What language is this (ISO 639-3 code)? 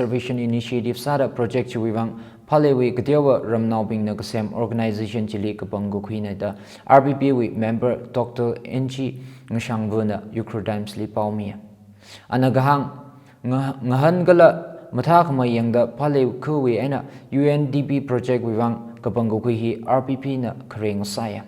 nmf